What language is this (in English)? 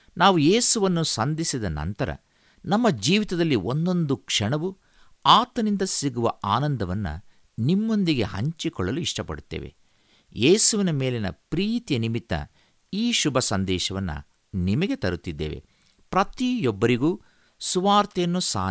Kannada